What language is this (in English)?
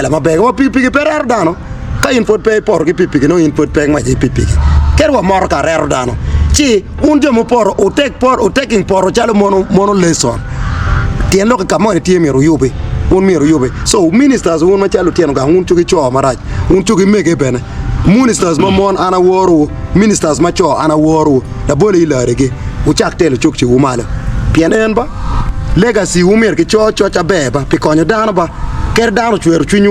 Acoli